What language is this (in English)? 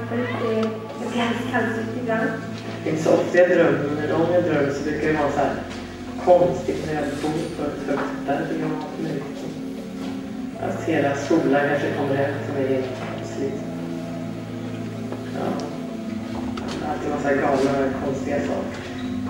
Swedish